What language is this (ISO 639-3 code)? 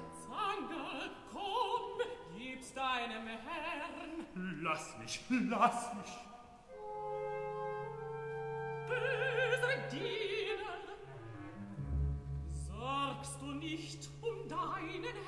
deu